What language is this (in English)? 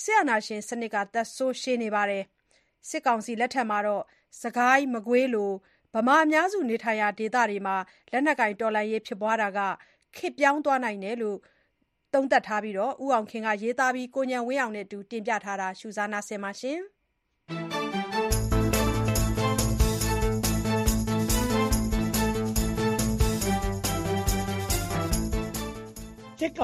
Burmese